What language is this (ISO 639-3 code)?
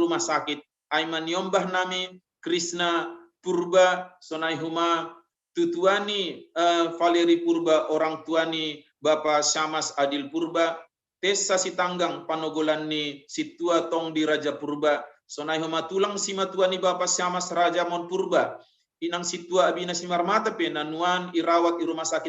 bts